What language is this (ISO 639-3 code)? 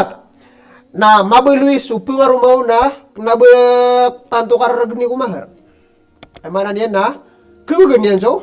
mrw